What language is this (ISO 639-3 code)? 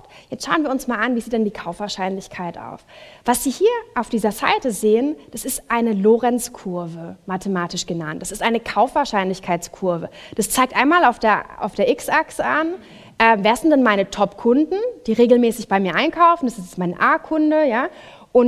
deu